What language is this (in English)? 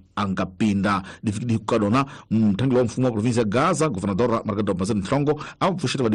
Tsonga